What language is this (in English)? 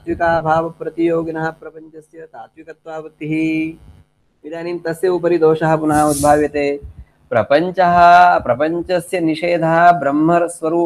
Sanskrit